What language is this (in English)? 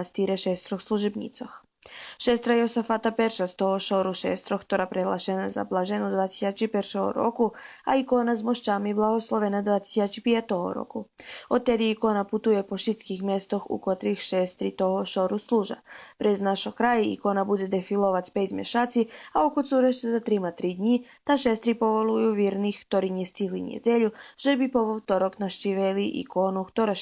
Rusyn